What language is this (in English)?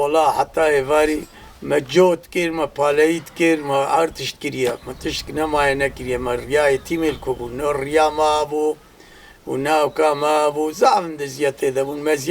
Kurdish